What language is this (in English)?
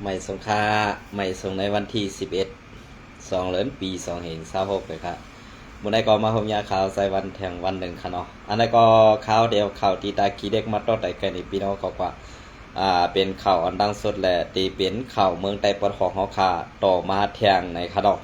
Shan